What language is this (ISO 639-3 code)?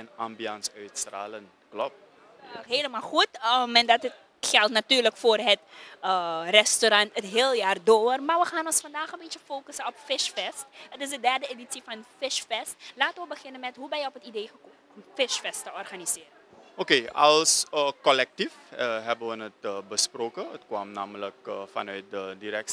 nld